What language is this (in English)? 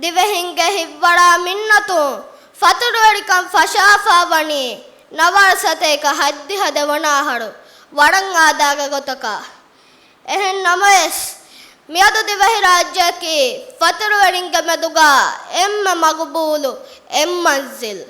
Divehi